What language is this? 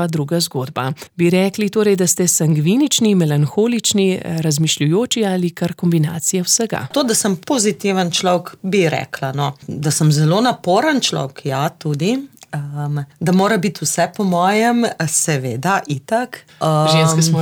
Slovenian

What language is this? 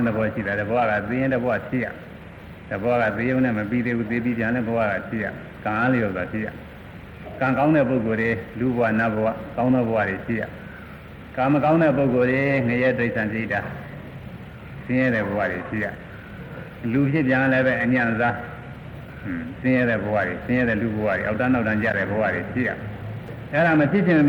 Burmese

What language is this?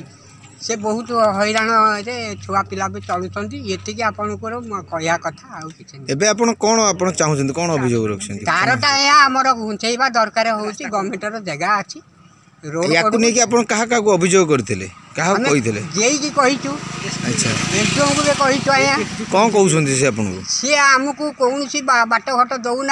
Odia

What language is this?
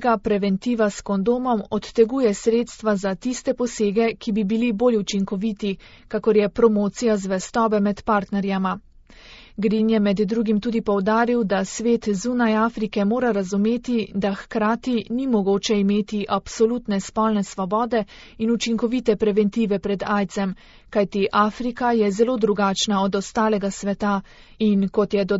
Slovenian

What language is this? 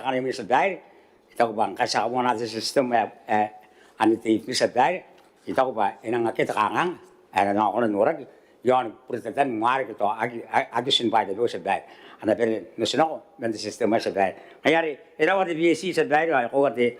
Gilbertese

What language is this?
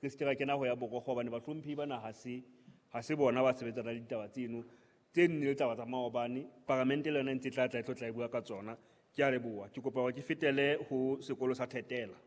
Southern Sotho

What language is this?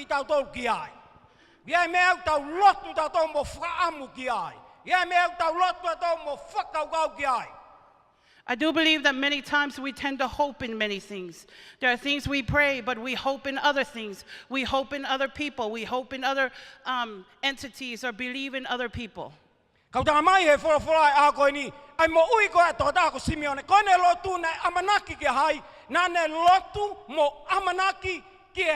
Tongan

